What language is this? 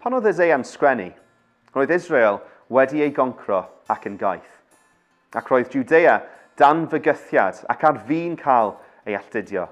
Welsh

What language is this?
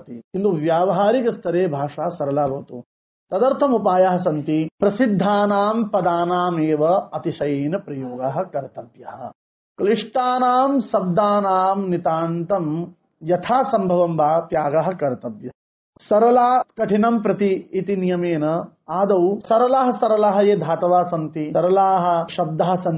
Sanskrit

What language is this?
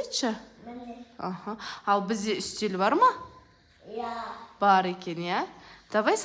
Kazakh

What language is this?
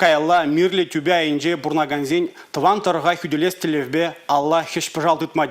Chuvash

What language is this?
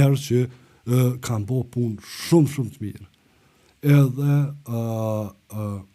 Albanian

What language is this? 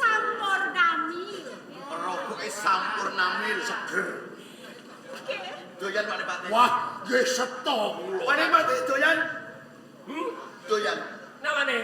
Javanese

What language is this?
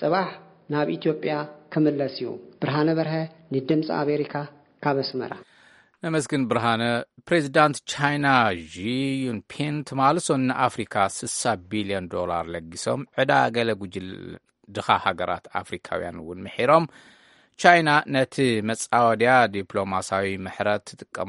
Tigrinya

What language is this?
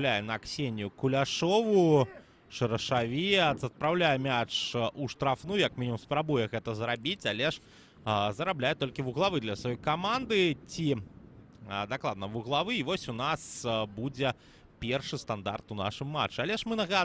Belarusian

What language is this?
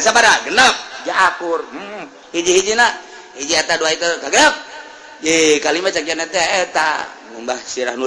Sundanese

